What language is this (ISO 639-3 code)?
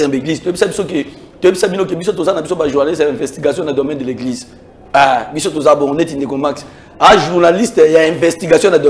lin